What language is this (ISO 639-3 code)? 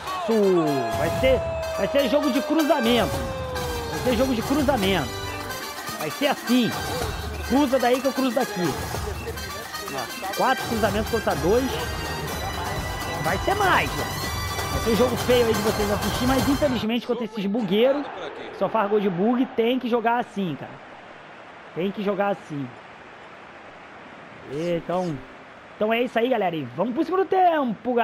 por